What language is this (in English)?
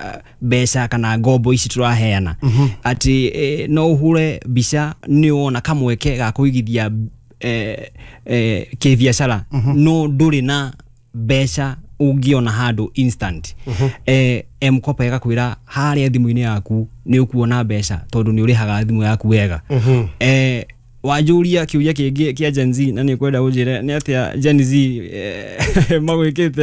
Kikuyu